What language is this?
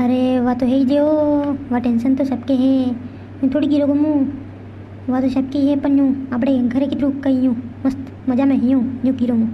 Rajasthani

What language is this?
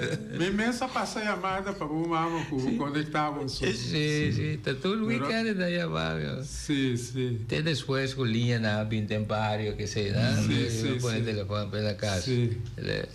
Papiamento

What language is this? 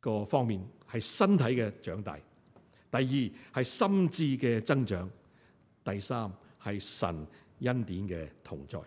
Cantonese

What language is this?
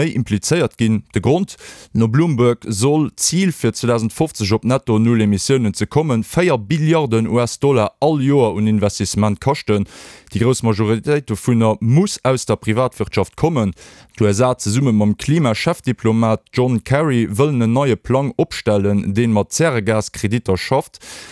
Luxembourgish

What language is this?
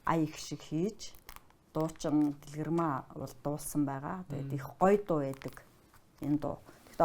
Mongolian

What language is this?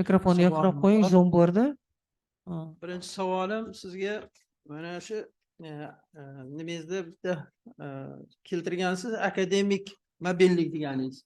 Uzbek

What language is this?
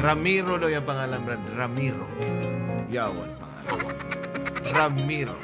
Hiligaynon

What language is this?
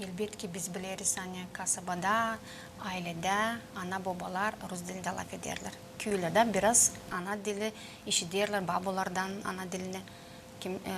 Gagauz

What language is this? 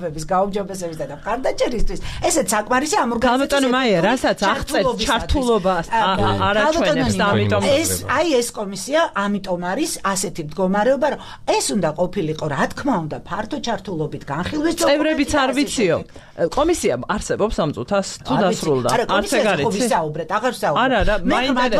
Georgian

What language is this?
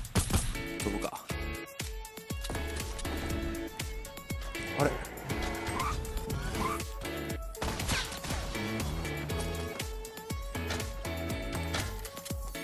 Japanese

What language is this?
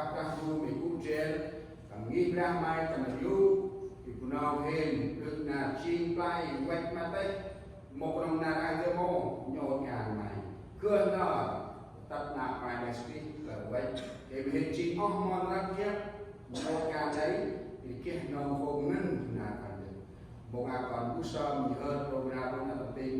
Central Mnong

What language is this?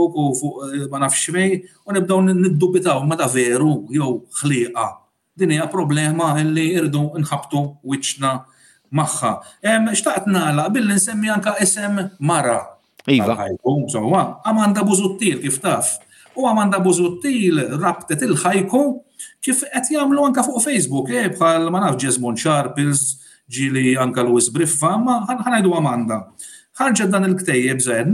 Maltese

